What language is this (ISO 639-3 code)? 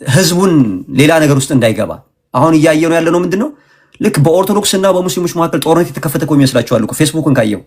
amh